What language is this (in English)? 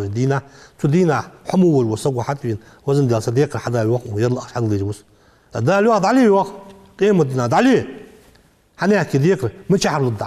Ingush